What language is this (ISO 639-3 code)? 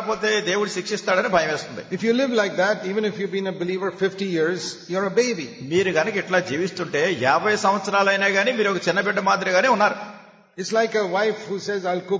tel